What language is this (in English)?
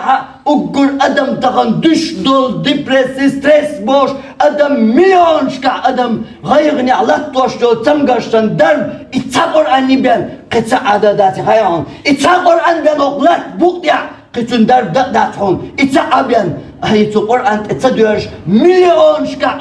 Chechen